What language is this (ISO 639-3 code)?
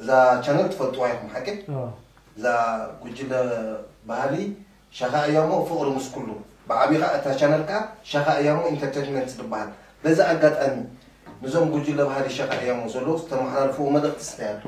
tir